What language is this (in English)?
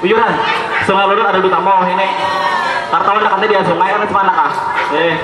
Banjar